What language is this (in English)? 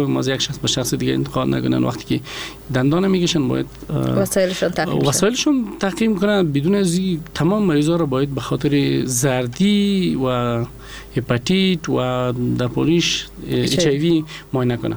Persian